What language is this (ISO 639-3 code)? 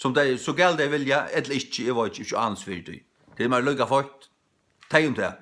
fao